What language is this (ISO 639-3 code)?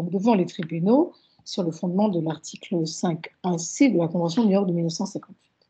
fra